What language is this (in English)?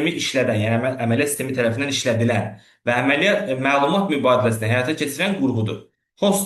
Azerbaijani